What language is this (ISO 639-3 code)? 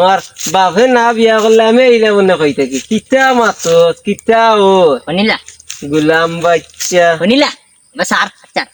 syl